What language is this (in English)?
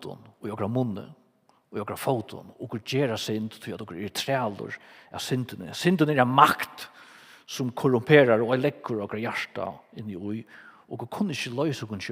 Faroese